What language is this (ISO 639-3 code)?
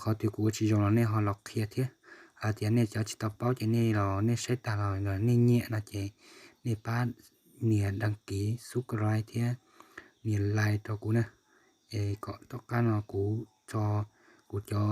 hmn